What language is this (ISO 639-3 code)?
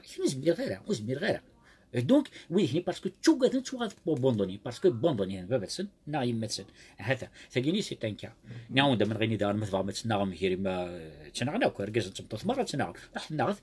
kab